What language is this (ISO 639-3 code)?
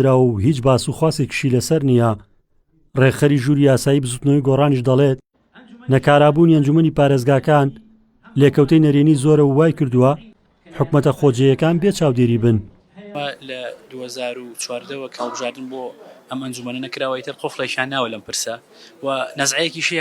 ckb